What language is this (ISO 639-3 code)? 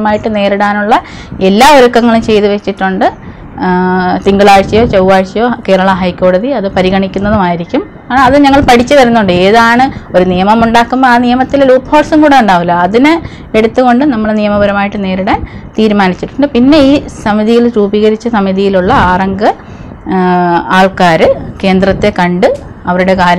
mal